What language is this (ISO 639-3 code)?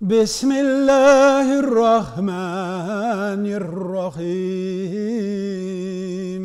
tat